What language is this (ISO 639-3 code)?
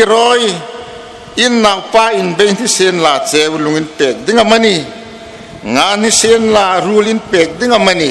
hmr